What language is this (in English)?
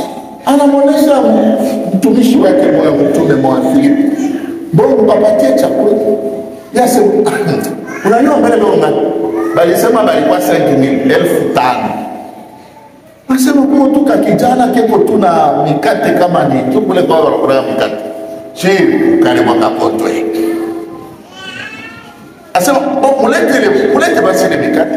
Swahili